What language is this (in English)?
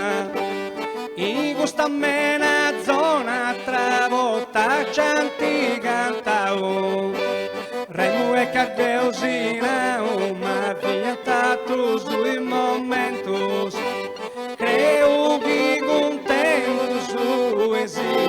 Sardinian